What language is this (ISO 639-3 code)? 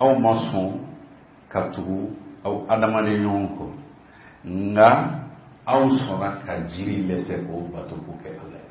bam